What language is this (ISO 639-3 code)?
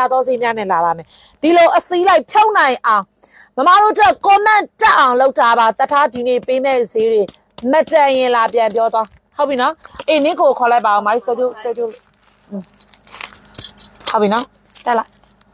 mya